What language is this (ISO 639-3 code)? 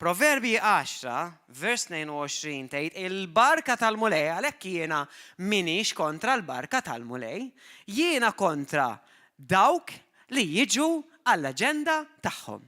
mlt